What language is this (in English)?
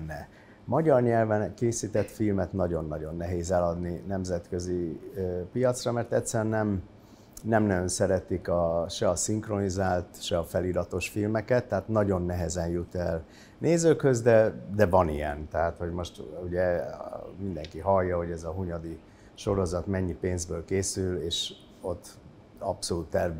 Hungarian